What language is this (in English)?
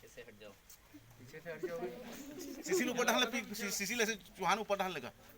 Chhattisgarhi